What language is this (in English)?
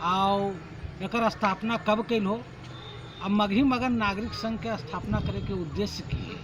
Magahi